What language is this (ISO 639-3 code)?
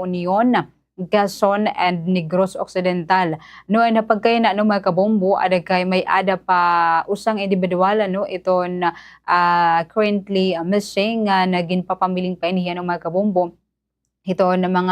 war